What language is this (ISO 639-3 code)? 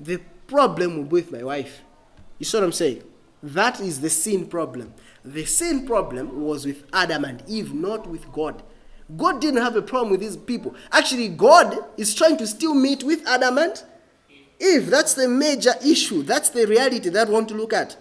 eng